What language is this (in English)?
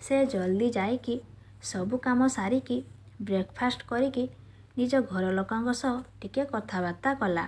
Odia